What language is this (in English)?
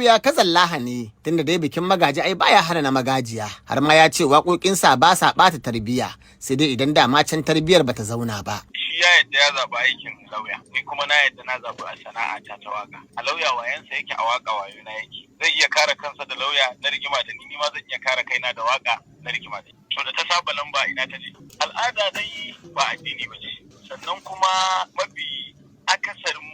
Hausa